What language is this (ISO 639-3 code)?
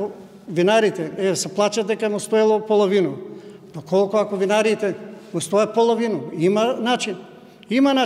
mkd